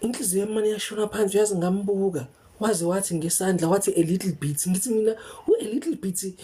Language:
Zulu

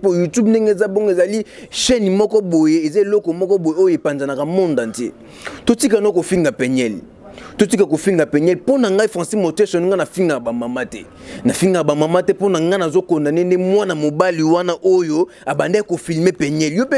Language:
Lingala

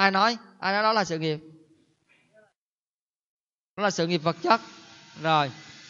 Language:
Vietnamese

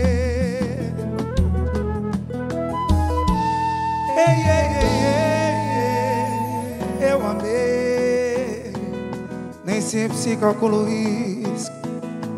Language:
Portuguese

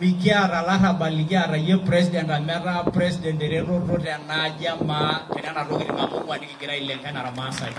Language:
Masai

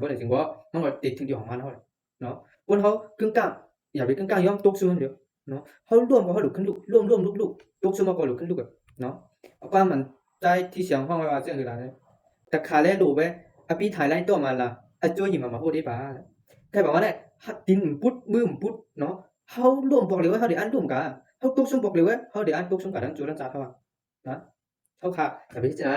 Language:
Shan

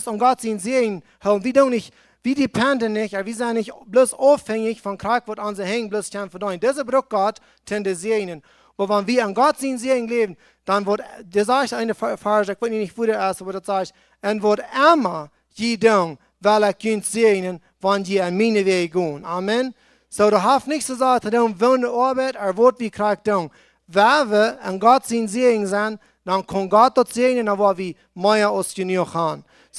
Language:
Plautdietsch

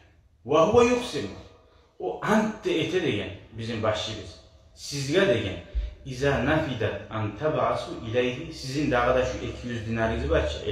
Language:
Kumyk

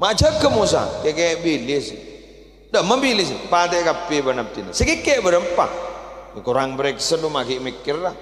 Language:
Madurese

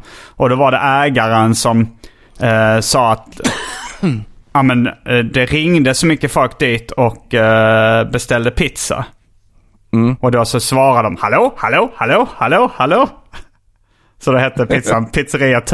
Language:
Swedish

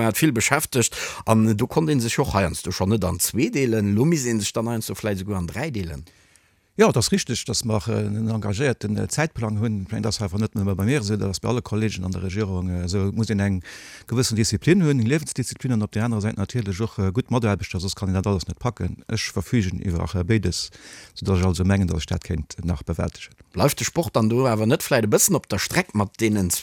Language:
Luxembourgish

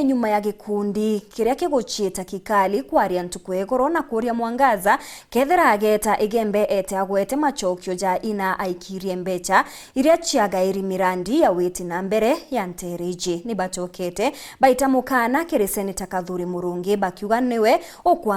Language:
Meru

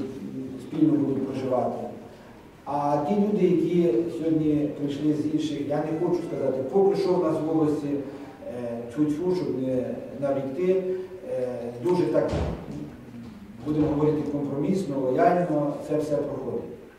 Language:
Ukrainian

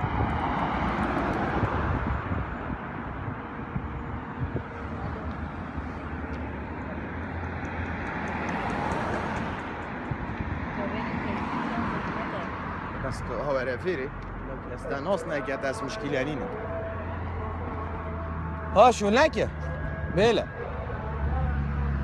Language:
Kurdish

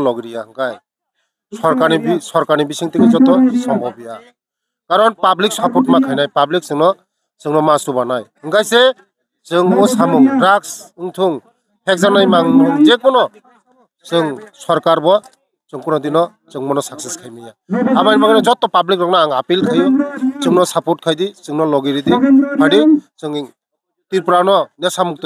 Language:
Kok Borok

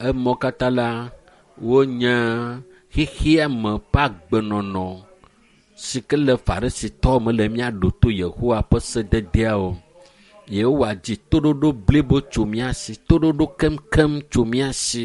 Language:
Ewe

